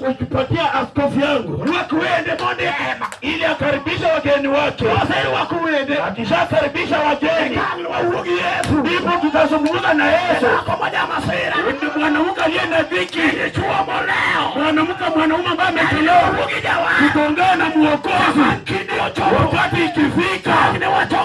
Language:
Luo (Kenya and Tanzania)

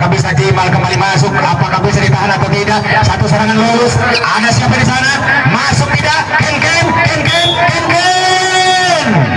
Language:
Indonesian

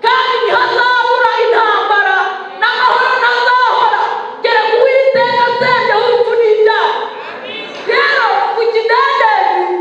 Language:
Kinyarwanda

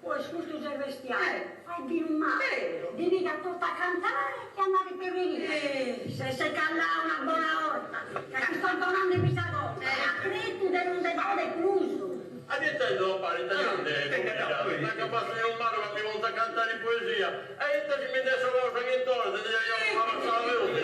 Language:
Sardinian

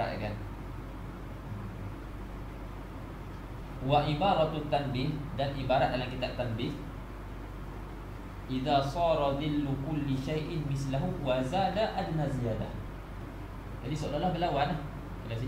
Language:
Malay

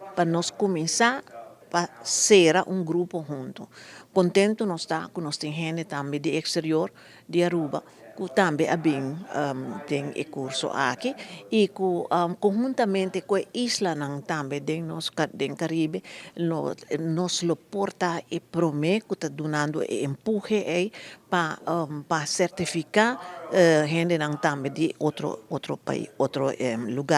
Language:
Papiamento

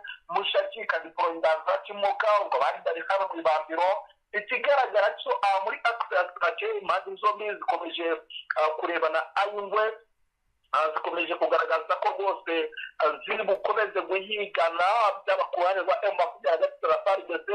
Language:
Kinyarwanda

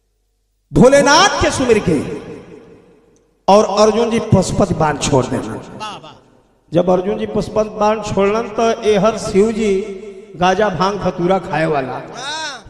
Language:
Bhojpuri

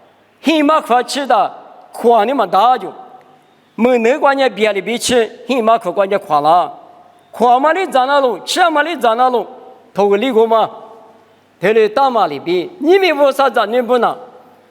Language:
Lisu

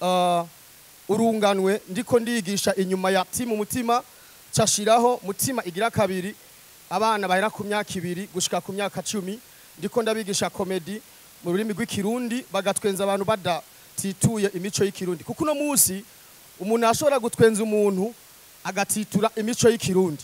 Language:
Rundi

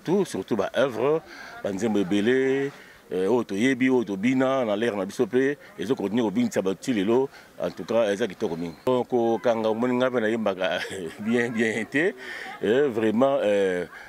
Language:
Lingala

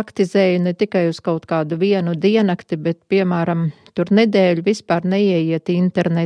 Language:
Latvian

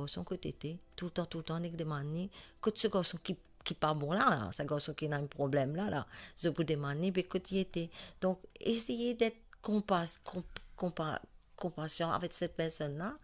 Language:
Morisyen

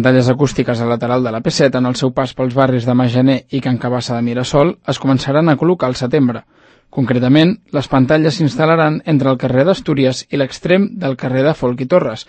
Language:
Catalan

